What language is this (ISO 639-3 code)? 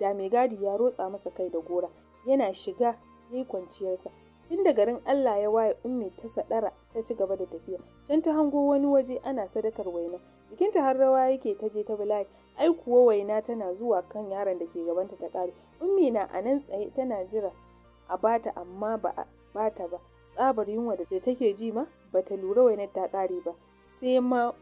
hau